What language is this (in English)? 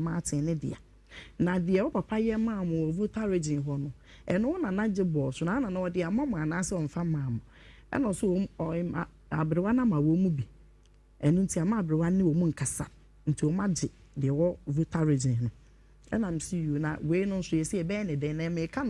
Akan